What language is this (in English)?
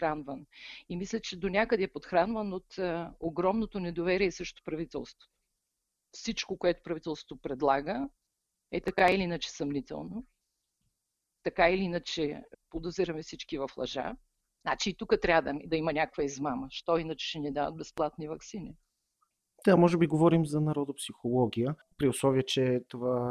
Bulgarian